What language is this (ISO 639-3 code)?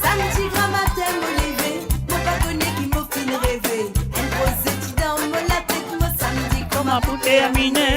mfe